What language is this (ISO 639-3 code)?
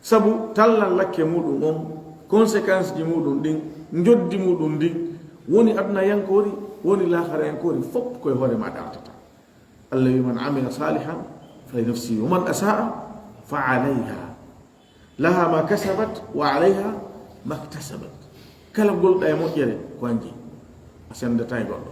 ful